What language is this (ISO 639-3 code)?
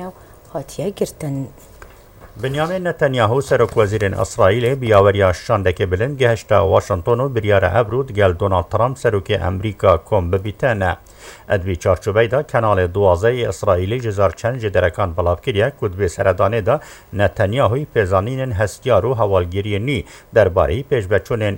kur